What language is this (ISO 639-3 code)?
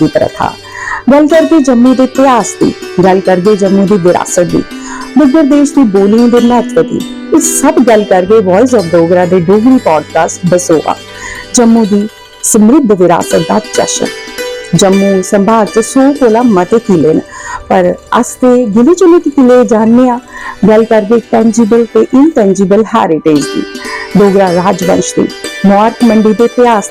doi